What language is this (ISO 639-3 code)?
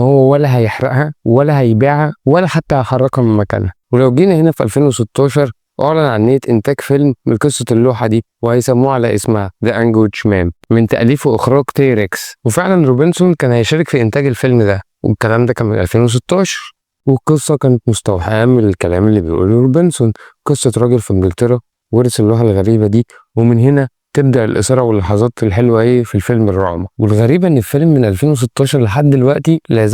arz